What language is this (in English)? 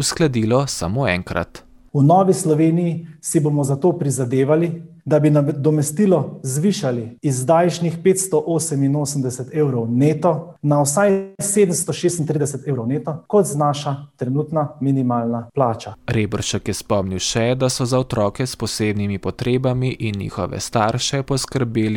Slovenian